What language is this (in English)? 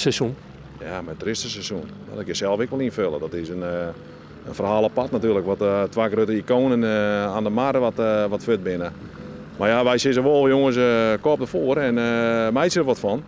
Western Frisian